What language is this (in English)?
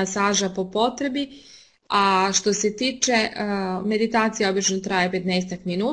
Serbian